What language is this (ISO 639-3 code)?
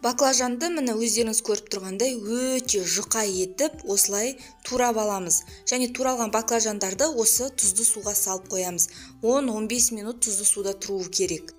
kaz